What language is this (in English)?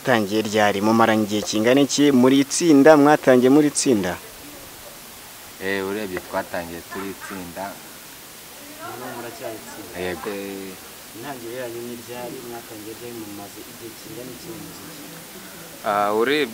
Kinyarwanda